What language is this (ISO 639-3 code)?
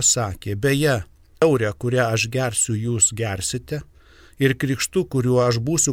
lit